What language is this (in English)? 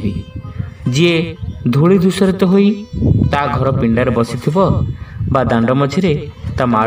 Odia